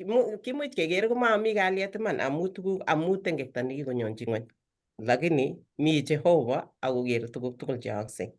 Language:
Kalenjin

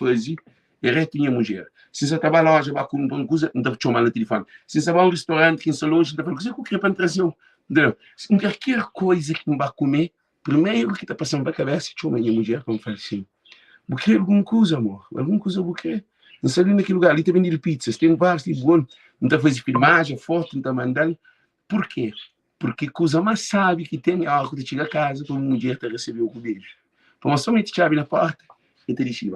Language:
Kabuverdianu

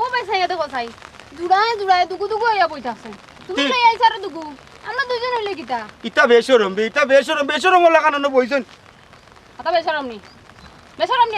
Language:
Sylheti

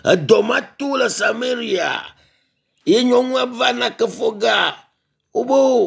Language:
Ewe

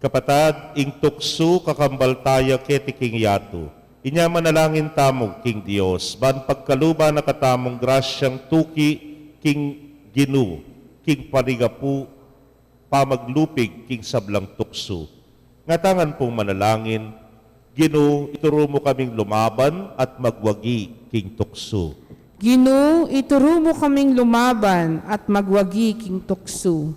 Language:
Pampanga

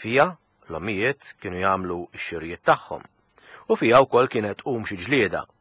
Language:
Maltese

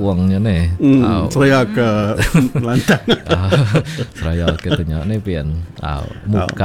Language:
Iban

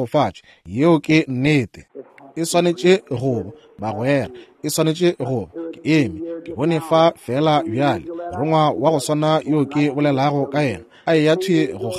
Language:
Northern Sotho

